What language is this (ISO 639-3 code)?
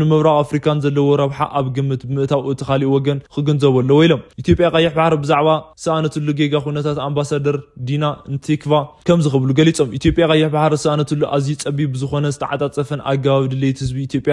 tir